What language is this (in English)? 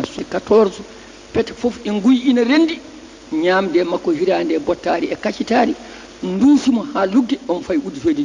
Fula